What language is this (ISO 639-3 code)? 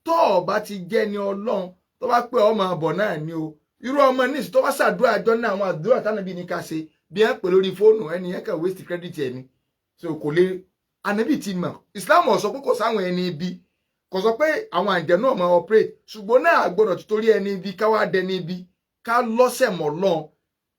yor